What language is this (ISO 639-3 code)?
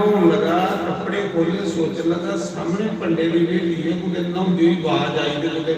doi